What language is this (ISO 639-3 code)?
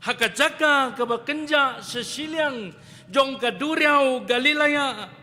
kha